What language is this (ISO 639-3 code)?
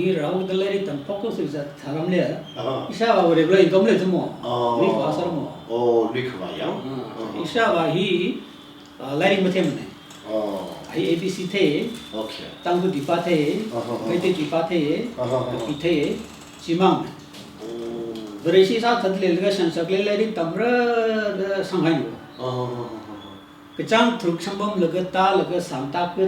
nmf